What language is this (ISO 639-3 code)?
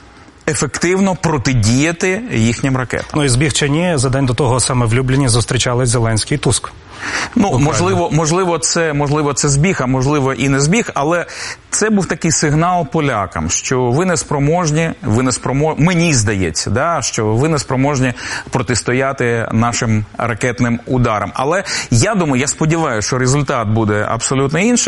ukr